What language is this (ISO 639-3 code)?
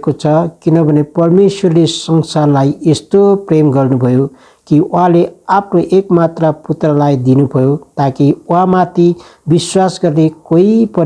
nep